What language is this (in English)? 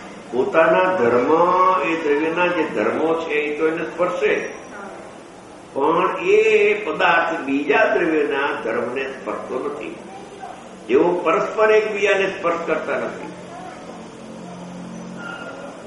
Gujarati